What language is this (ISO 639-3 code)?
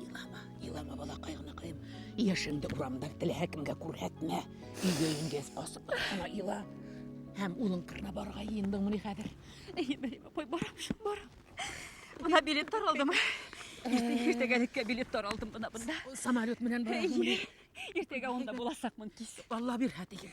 bak